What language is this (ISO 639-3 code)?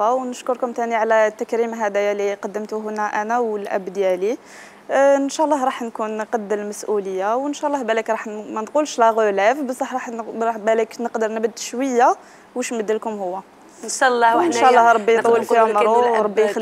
arq